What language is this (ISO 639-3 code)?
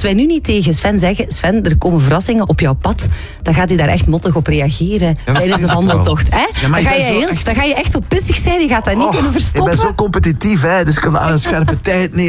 nld